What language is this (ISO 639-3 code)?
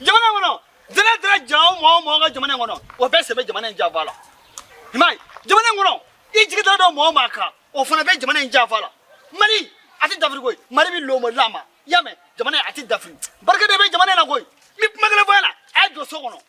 bam